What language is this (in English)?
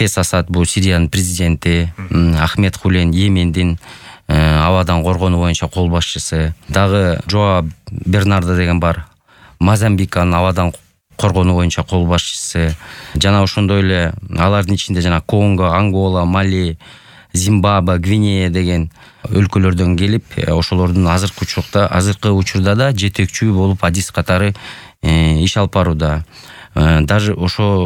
Kyrgyz